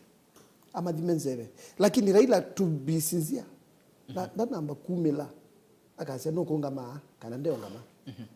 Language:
Kamba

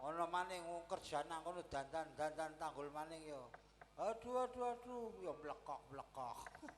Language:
Javanese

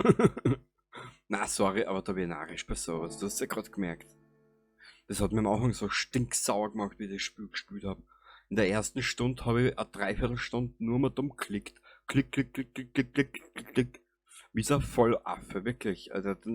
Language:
Bavarian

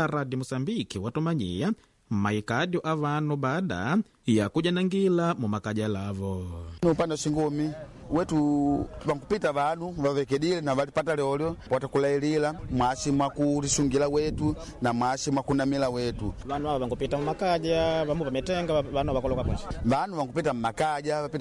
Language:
Makonde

